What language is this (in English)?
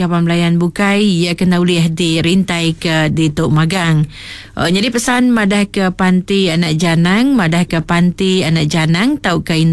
Iban